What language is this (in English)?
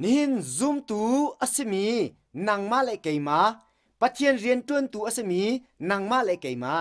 Hakha Chin